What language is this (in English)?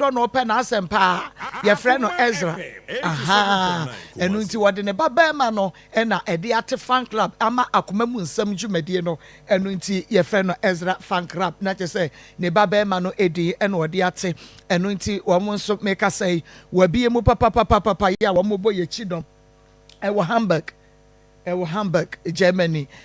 Akan